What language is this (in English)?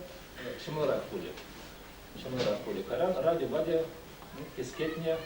Chuvash